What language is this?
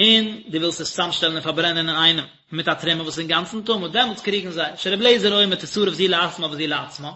Yiddish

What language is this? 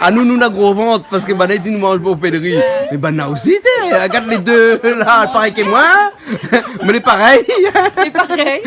Réunion Creole French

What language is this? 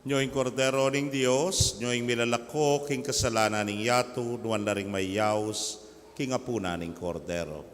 Pampanga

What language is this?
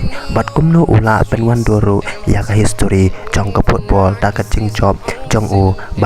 Khasi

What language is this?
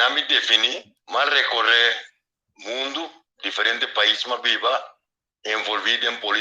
Papiamento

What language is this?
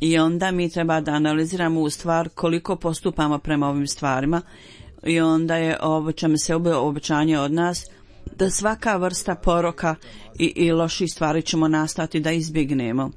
Bosnian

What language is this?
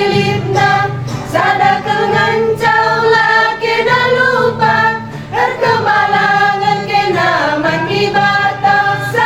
Batak Karo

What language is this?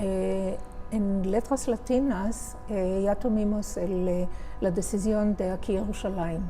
Ladino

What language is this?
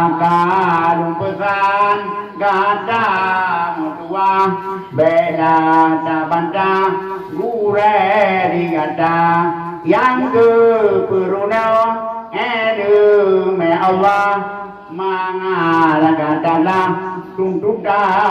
Achinese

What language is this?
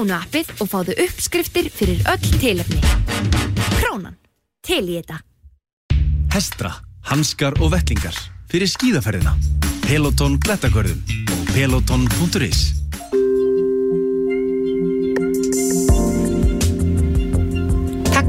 Icelandic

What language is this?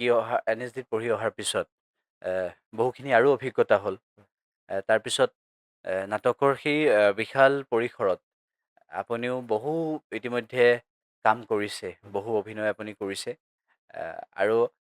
Assamese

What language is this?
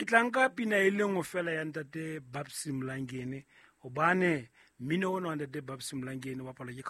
Southern Sotho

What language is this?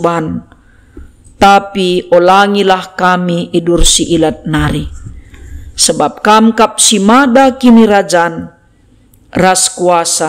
Batak Karo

